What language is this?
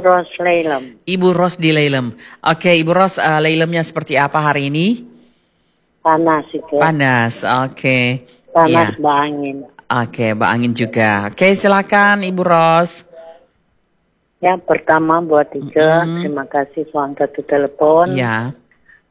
Indonesian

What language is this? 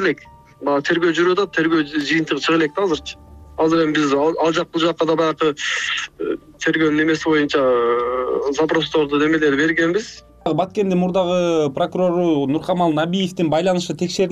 Kyrgyz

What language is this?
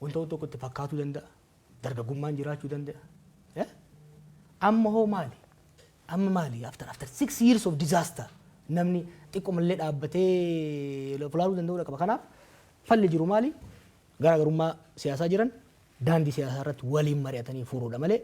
Oromo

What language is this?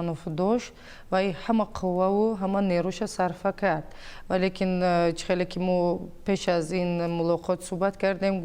Tajik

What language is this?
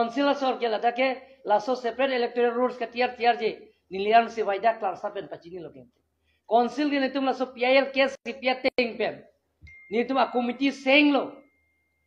Karbi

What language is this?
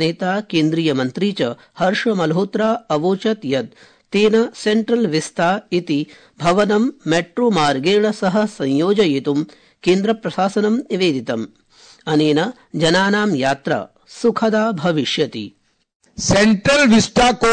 Sanskrit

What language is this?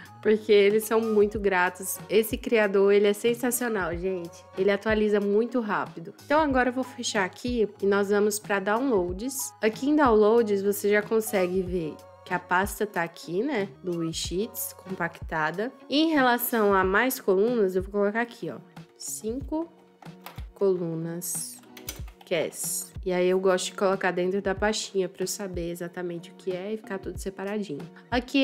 Portuguese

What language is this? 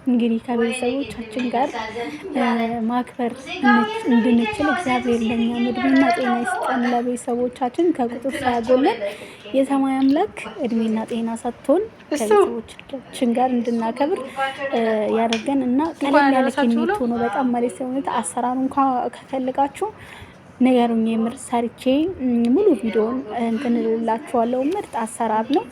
Amharic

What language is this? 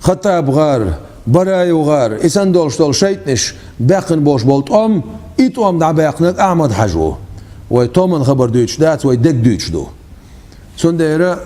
Chechen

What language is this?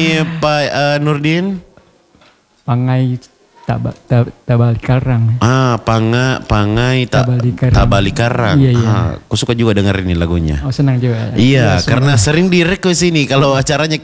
Indonesian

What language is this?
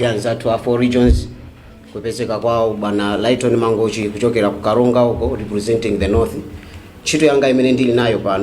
Nyanja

